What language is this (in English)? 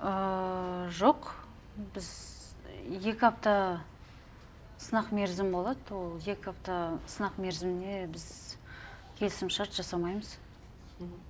Kazakh